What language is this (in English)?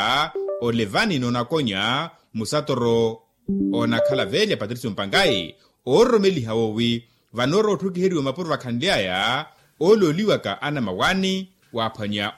Makhuwa